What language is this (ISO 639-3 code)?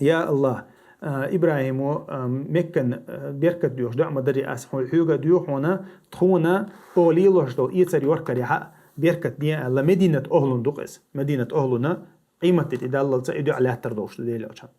che